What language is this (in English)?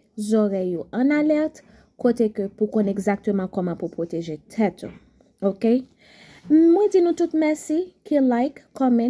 Haitian Creole